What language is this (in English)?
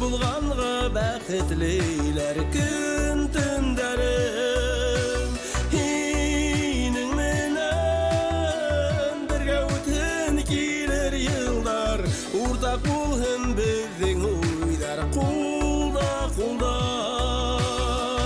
Bashkir